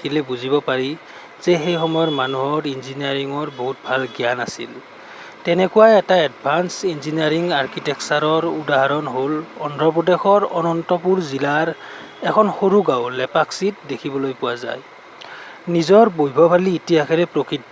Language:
Assamese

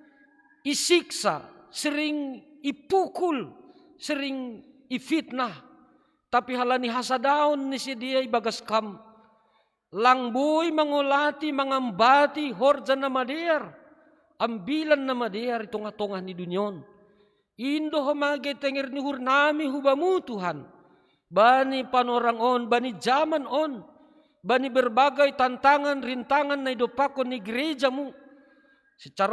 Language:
Batak Simalungun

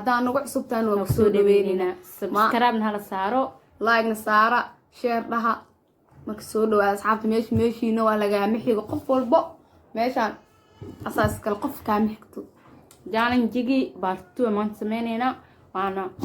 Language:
Somali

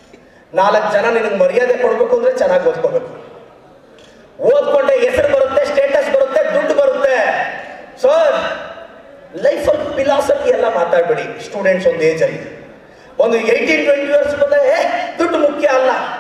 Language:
Kannada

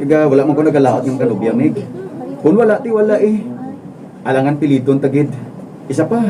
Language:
Hiligaynon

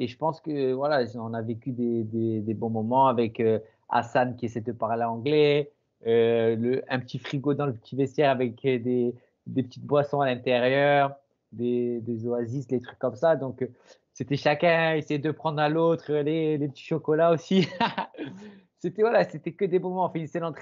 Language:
French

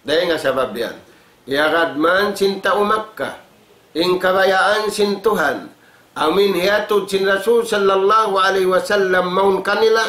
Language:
Tausug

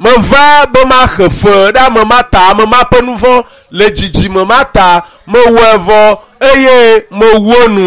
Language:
Ewe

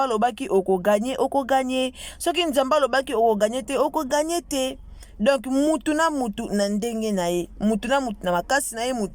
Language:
Lingala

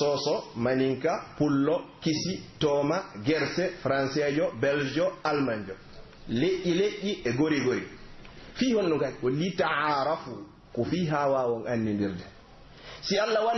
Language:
Pular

